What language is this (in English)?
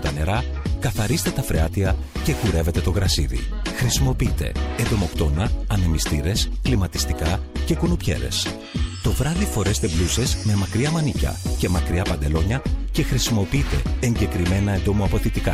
Greek